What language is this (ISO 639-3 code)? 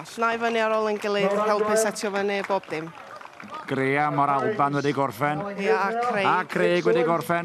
cym